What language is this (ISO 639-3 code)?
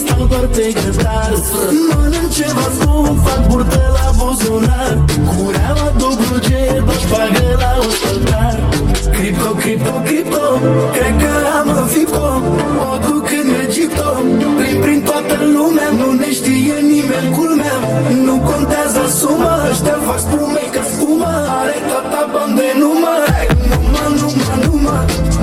ron